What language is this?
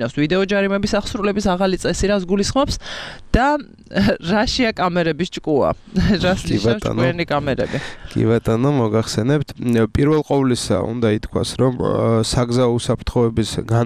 Georgian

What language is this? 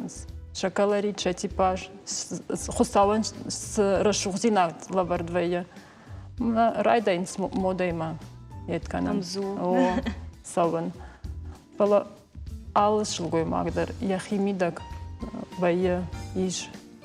Ossetic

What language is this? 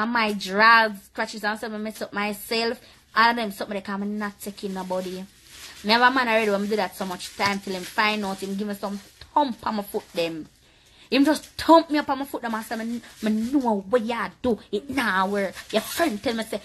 Jamaican Creole English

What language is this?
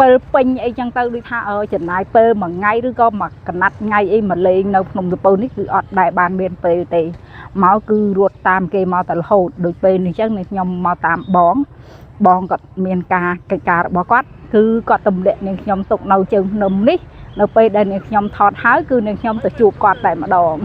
Khmer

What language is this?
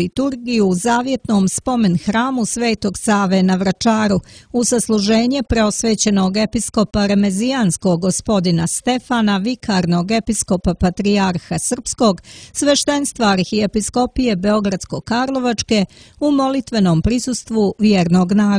Serbian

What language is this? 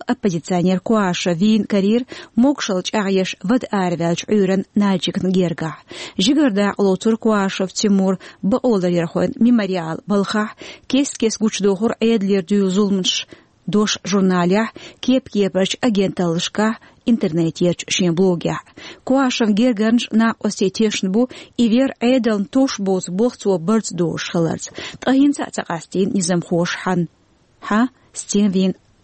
Chechen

